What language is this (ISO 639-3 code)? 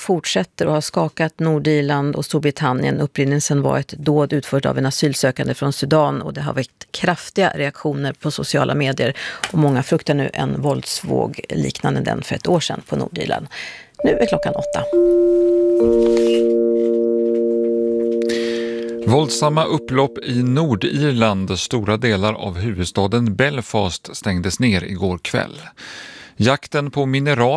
swe